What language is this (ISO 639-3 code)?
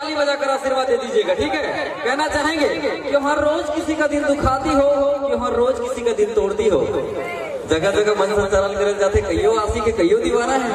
hne